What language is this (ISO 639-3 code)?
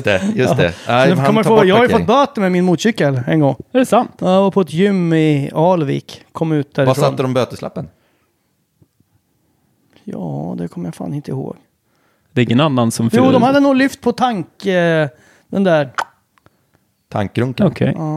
swe